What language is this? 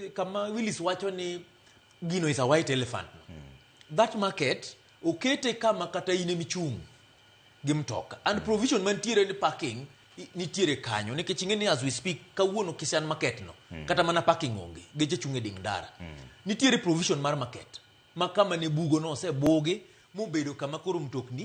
Luo (Kenya and Tanzania)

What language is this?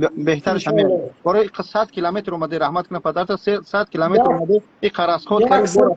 Tajik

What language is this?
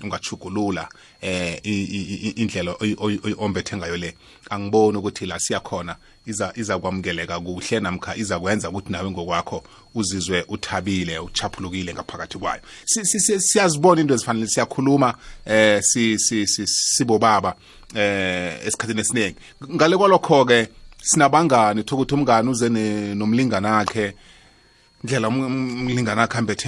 South Ndebele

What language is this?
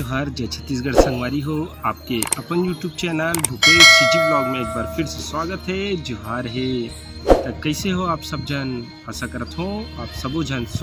Chhattisgarhi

